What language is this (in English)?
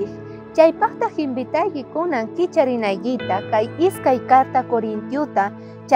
South Bolivian Quechua